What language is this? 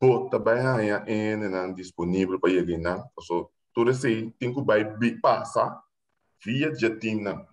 Papiamento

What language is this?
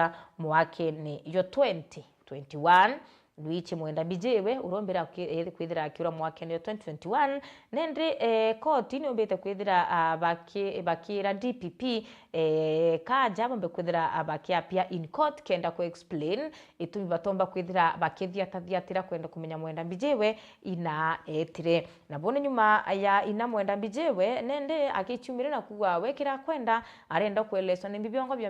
Meru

